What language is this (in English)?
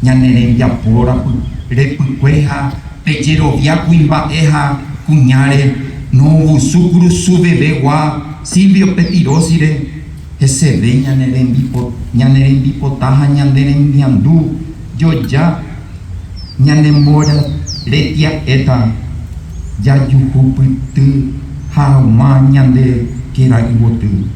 Guarani